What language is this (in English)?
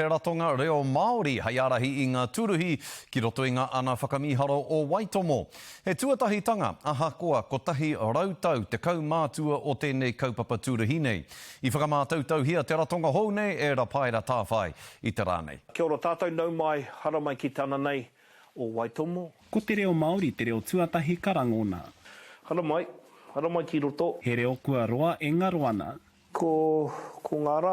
Māori